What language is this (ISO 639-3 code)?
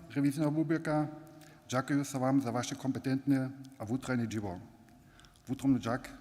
hsb